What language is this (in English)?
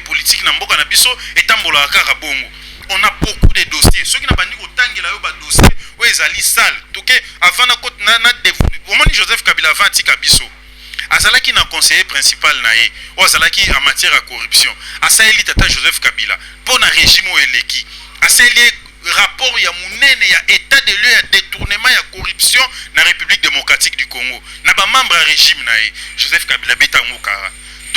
Lingala